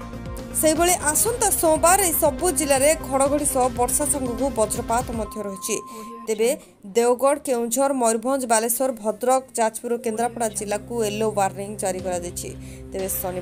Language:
Odia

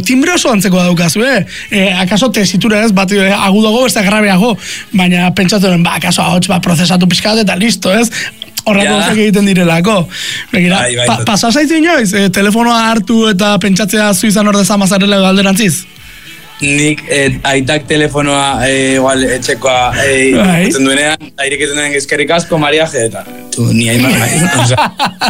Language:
Basque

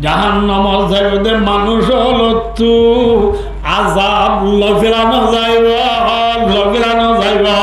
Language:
Rohingya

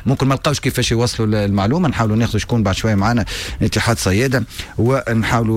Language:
Tunisian Arabic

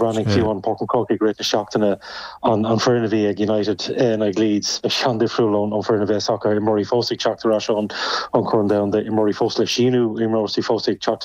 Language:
Irish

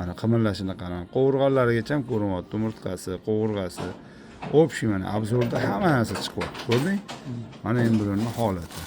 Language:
Uzbek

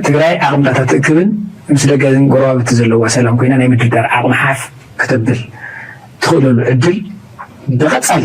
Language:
Tigrinya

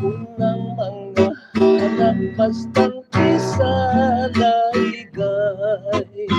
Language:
Hiligaynon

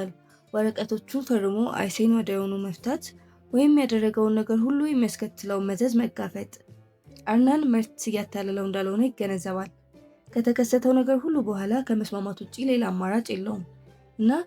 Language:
Amharic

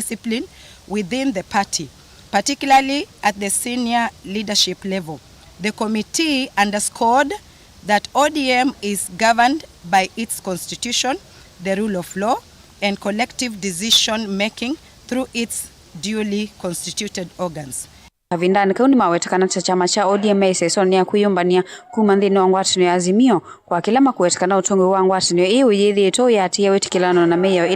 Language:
Kamba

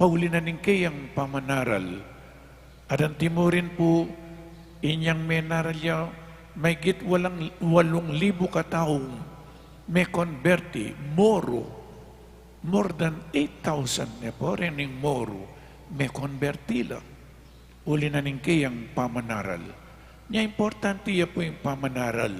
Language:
Pampanga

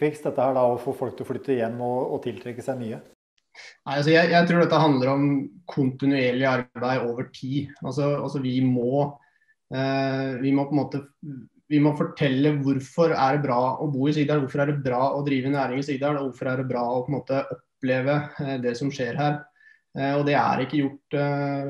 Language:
Norwegian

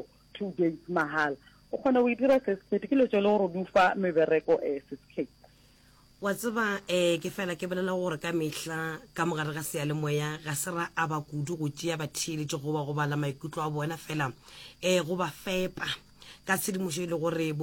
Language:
Northern Sotho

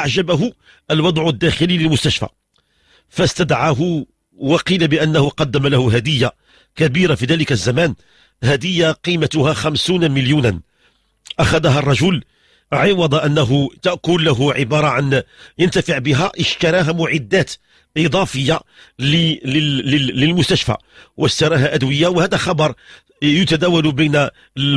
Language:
Moroccan Arabic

